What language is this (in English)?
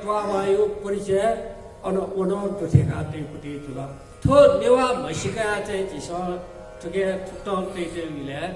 Newari